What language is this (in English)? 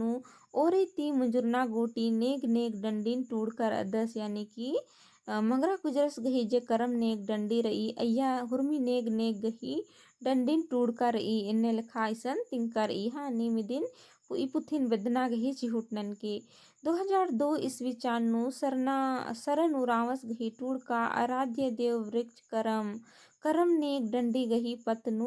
Kurukh